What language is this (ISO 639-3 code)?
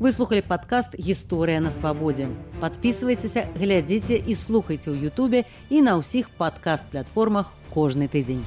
bel